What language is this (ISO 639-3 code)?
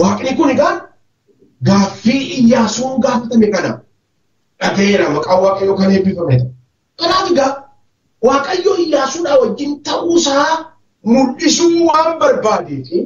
orm